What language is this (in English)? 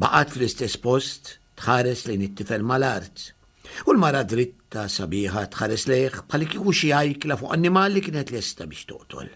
Maltese